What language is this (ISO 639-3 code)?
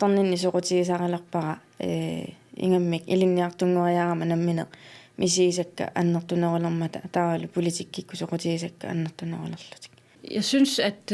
kal